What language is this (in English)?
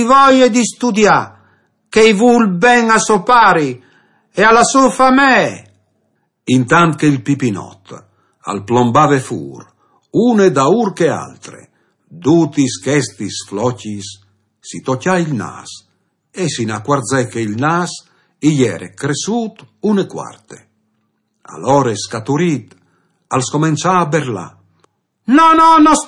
Friulian